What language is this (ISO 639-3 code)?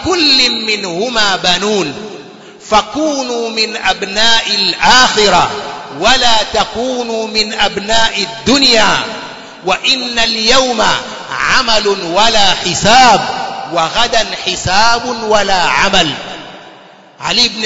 swa